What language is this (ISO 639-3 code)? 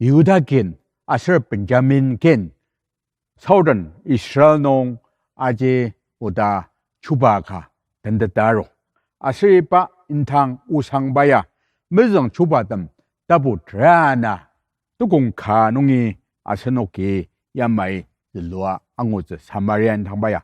njo